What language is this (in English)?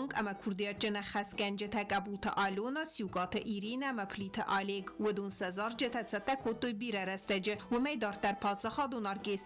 Ossetic